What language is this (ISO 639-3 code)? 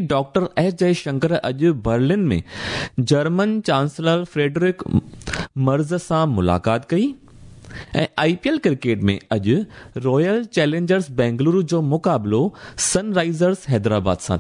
snd